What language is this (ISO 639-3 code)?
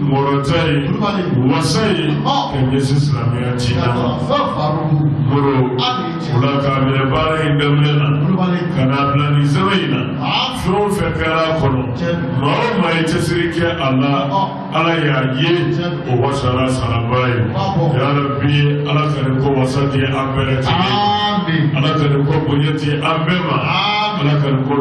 bam